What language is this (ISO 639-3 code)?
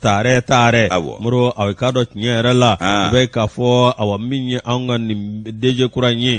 bam